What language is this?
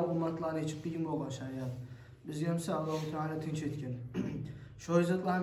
Kumyk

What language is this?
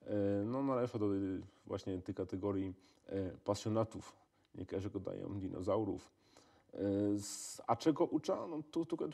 Silesian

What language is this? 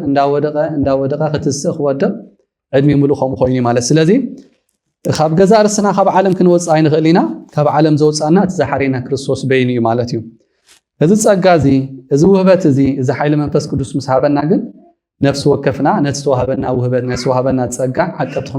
Tigrinya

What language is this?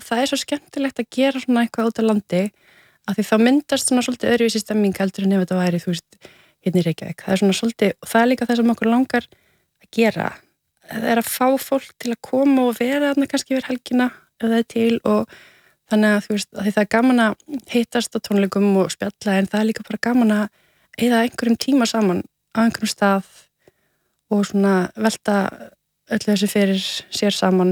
Icelandic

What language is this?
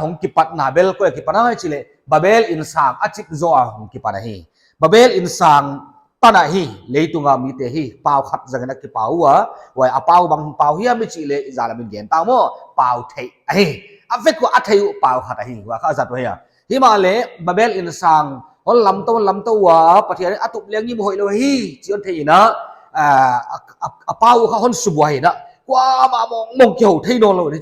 Paite Chin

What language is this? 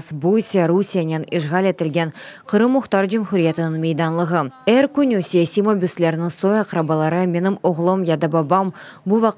Crimean Tatar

